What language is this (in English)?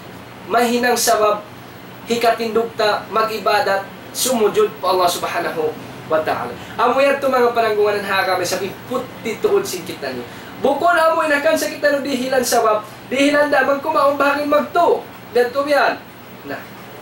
Tausug